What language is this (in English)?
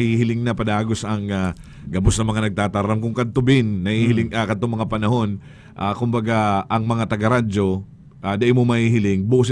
Bikol